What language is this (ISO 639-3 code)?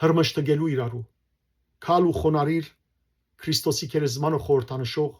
hyw